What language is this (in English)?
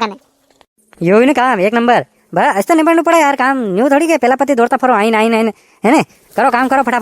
Rajasthani